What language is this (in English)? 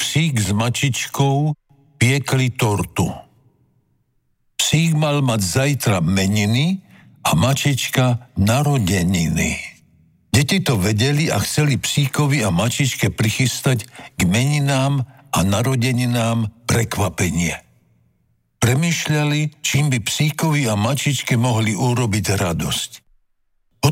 Slovak